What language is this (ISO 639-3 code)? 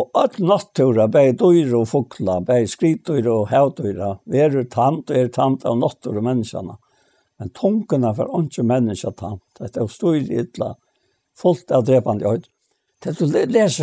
fao